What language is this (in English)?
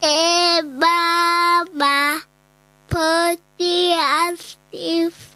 Kikuyu